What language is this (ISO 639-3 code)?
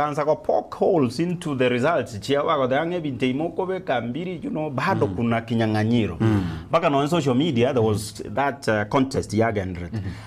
guz